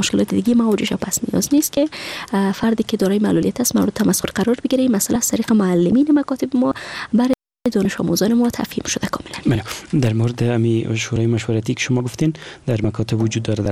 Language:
Persian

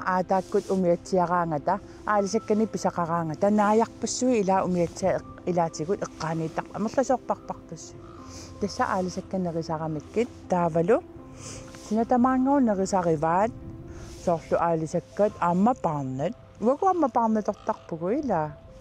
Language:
Kalaallisut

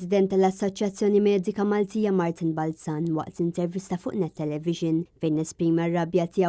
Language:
Maltese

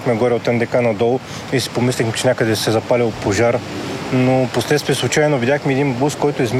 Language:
Bulgarian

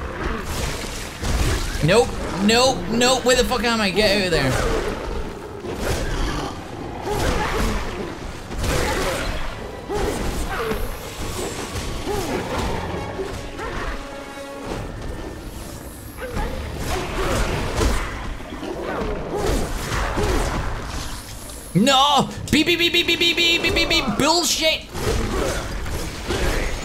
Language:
English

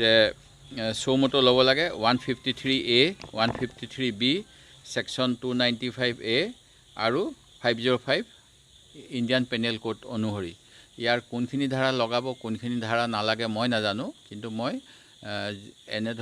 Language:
Assamese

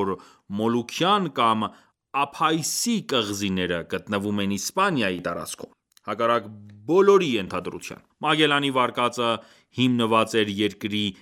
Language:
Armenian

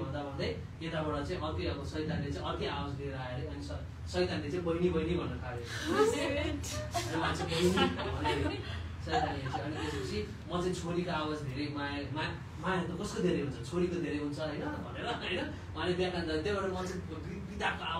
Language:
Nepali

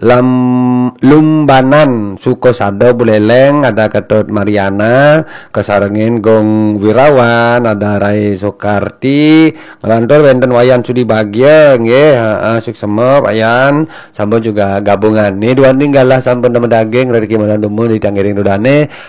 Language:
Balinese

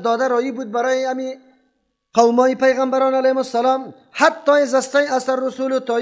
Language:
Persian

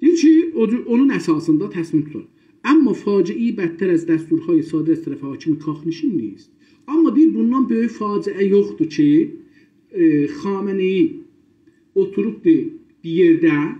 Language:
South Azerbaijani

